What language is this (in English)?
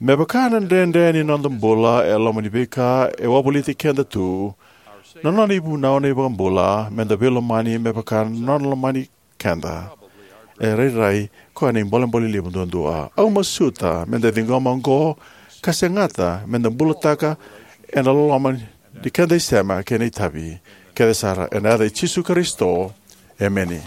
Fijian